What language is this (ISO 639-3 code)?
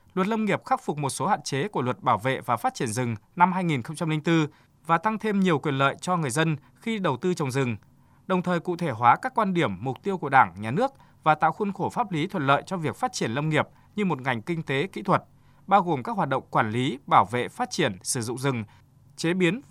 vie